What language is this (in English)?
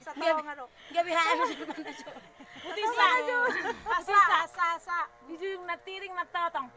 Batak Toba